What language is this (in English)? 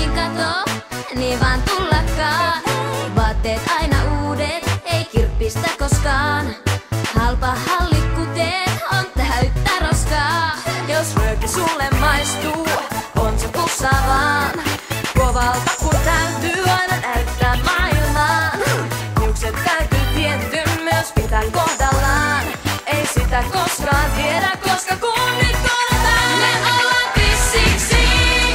Finnish